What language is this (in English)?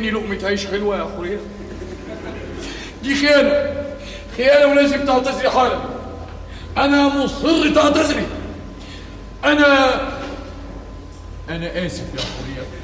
Egyptian Arabic